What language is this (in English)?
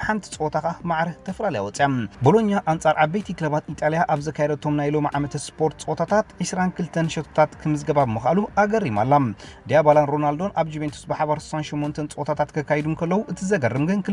Tigrinya